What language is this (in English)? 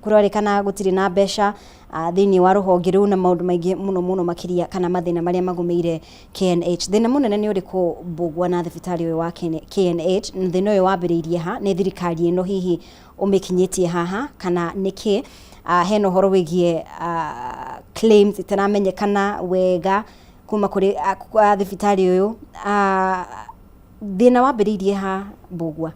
Kikuyu